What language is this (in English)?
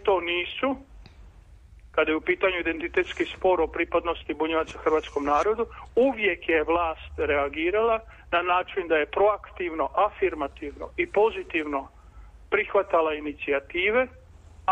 Serbian